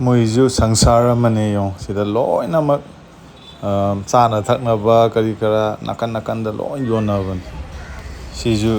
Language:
Manipuri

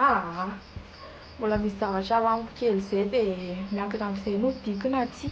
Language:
Malagasy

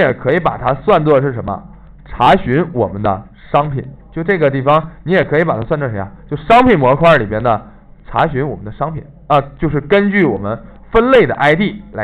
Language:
Chinese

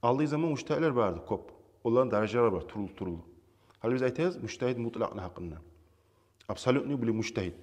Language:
Kumyk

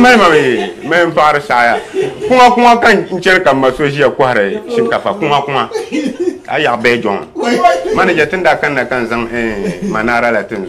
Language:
Dagbani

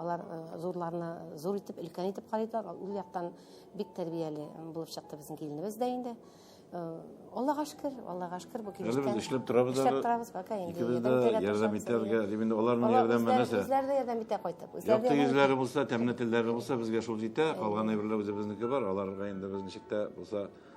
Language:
Tatar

